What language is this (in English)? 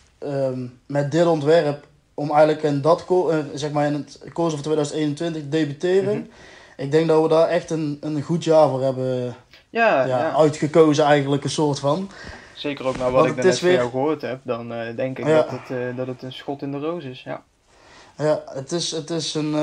Dutch